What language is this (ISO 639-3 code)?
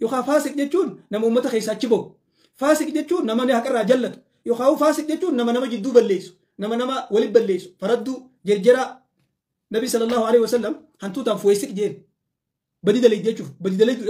orm